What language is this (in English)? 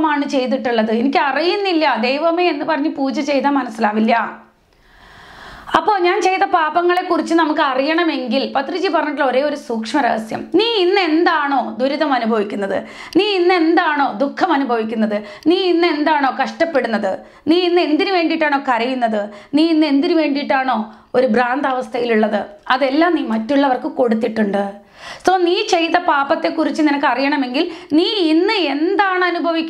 Malayalam